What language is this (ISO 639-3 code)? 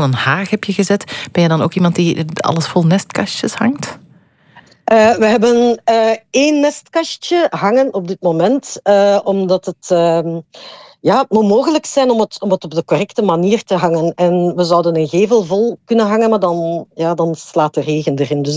nld